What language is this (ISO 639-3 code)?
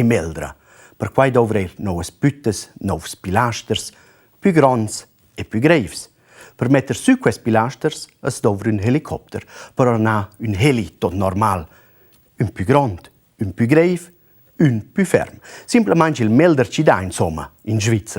roh